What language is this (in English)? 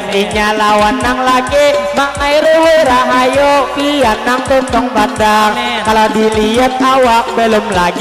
Banjar